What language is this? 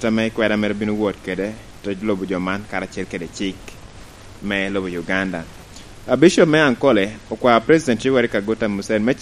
Lango (Uganda)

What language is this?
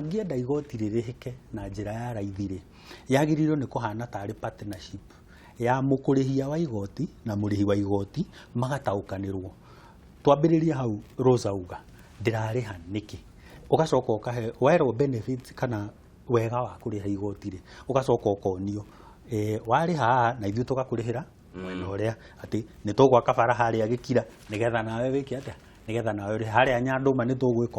Kikuyu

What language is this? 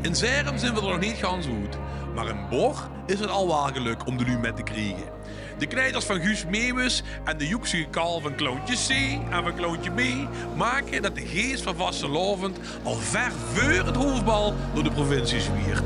Limburgish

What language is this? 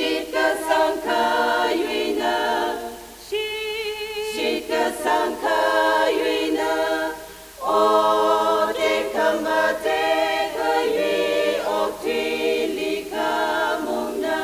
Tangkhul Naga (India)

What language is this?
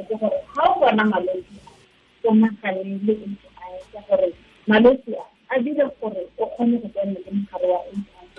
Tswana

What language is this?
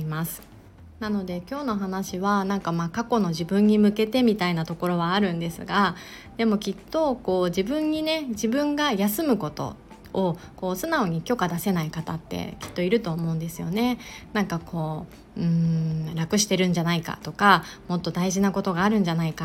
Japanese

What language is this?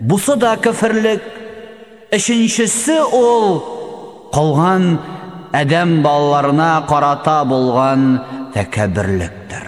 Tatar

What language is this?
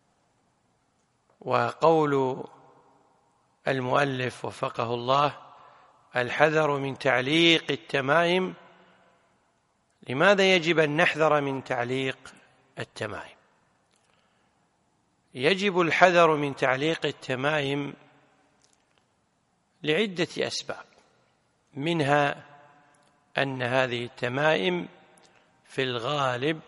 Arabic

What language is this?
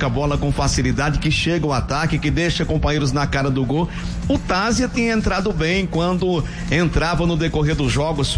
Portuguese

